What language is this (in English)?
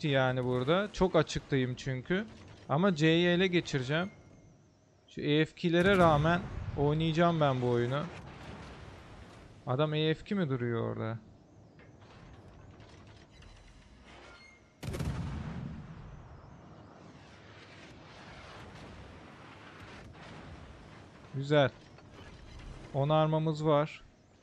Turkish